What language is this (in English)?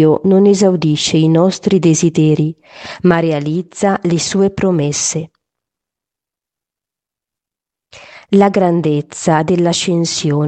Italian